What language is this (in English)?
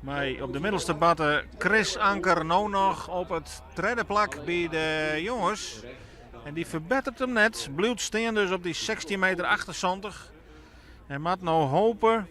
Western Frisian